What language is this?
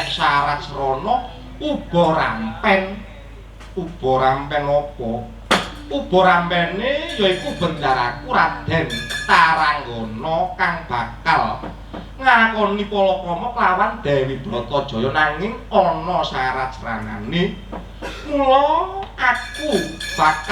Javanese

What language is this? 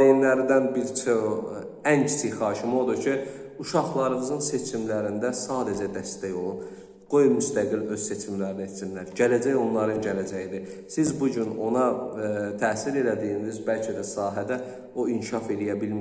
Azerbaijani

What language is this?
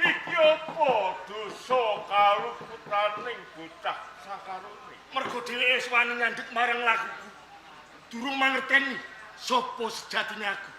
Javanese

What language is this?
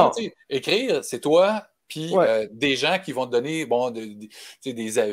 French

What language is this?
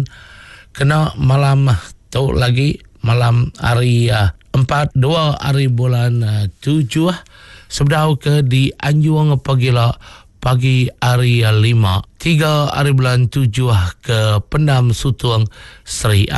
Iban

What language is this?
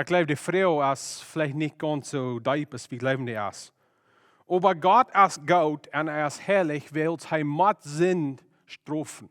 Plautdietsch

